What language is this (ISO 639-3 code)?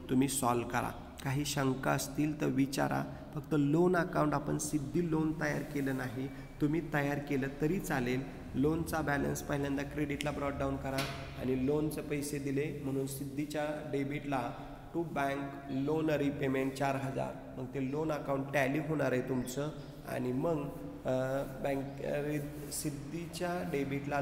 mar